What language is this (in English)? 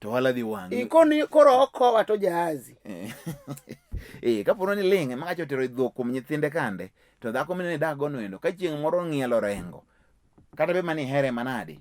Luo (Kenya and Tanzania)